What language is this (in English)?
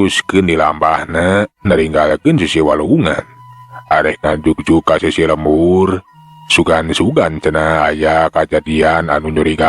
Sundanese